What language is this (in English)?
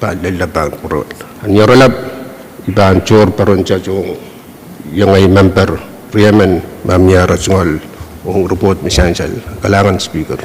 Pohnpeian